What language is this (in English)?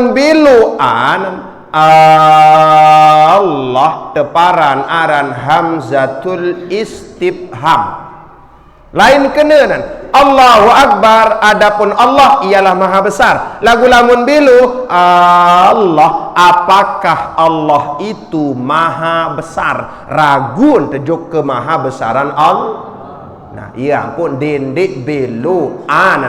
Sasak